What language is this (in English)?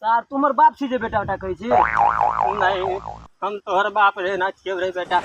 Maithili